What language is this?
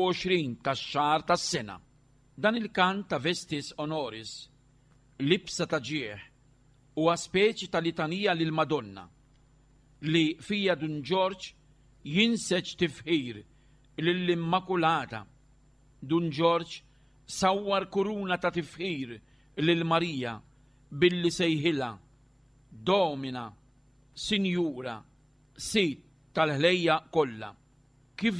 Maltese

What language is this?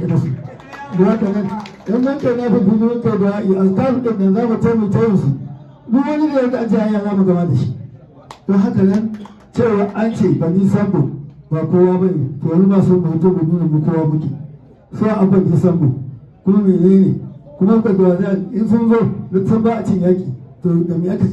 Hausa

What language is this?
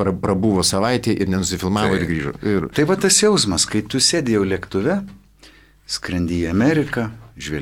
Lithuanian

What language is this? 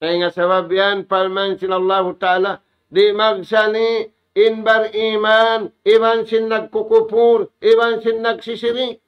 Tausug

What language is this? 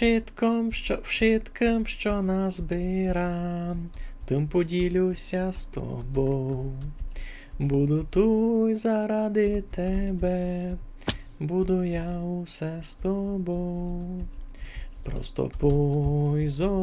Rusyn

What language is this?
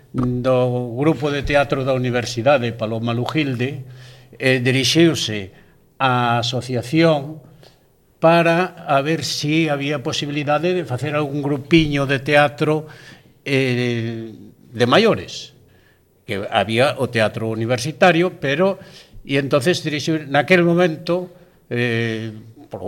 Galician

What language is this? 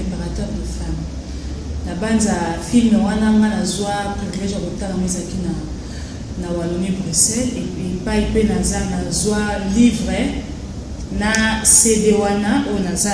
Lingala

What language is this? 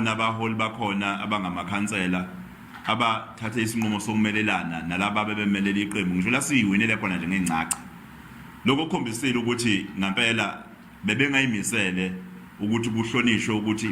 Zulu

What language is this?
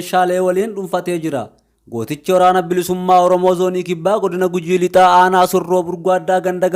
Oromo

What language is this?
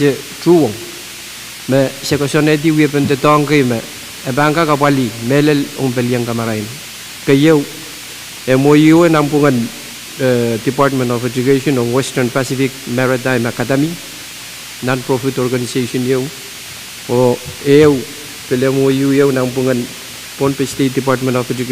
Pohnpeian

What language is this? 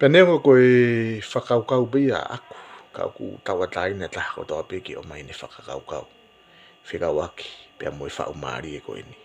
Tongan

